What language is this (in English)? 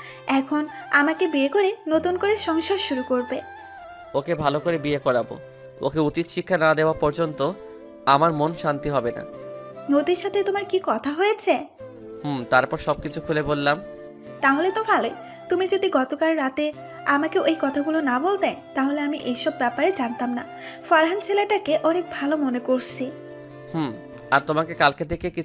Bangla